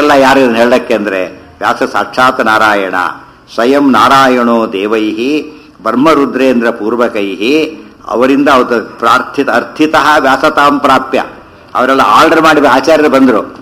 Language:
Kannada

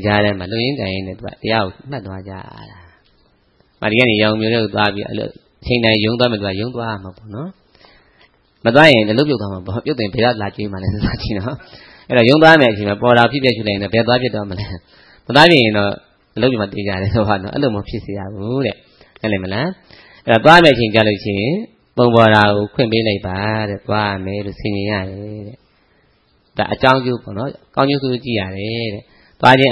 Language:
Burmese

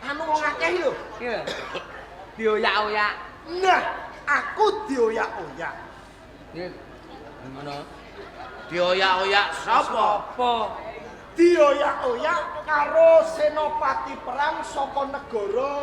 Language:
Javanese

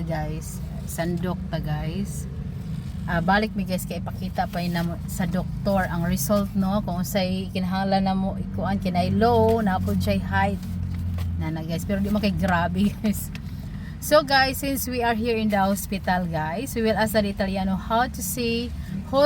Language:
Cebuano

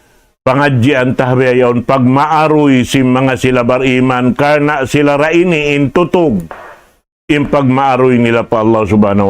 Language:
Tausug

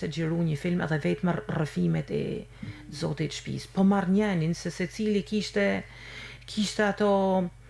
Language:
Albanian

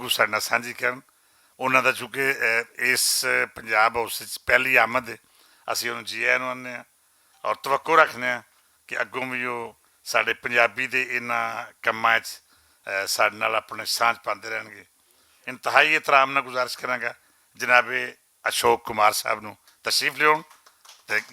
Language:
Western Panjabi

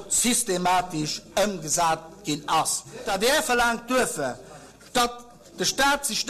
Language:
Luxembourgish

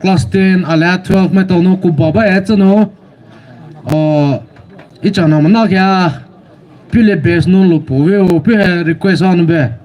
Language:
Poumei Naga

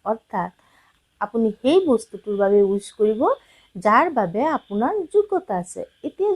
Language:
Assamese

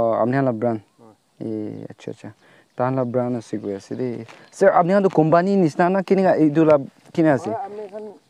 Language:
Naga Pidgin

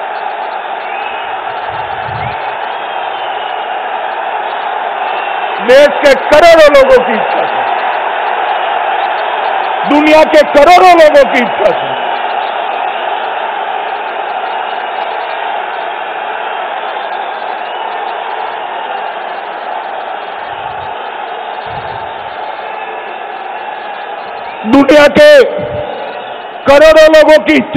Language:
Hindi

